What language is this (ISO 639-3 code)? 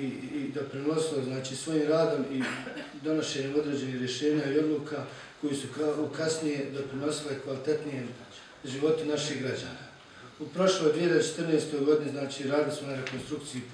bos